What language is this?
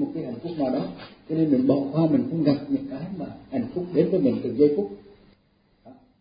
Vietnamese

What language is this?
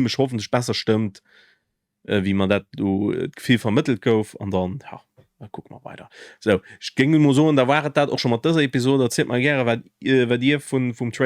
Luxembourgish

